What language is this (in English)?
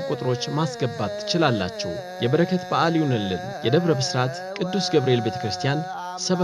Amharic